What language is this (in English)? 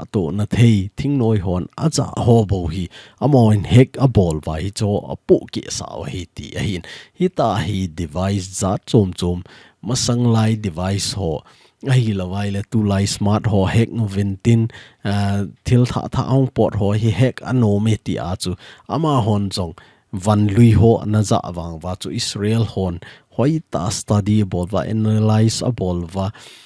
Thado Chin